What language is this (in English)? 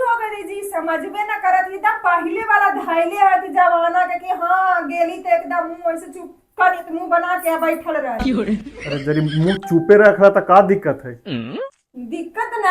Magahi